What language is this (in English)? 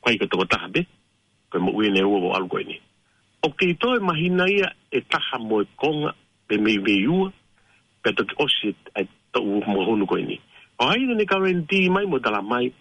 Tongan